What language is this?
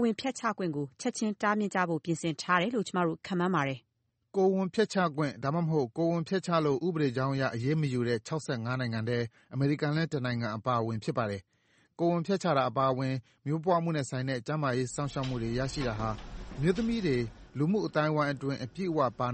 Burmese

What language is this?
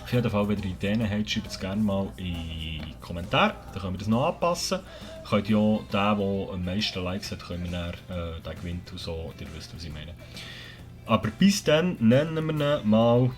Swiss German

